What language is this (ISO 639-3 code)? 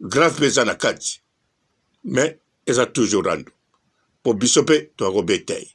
lin